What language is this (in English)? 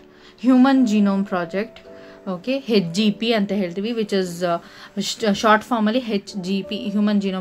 Kannada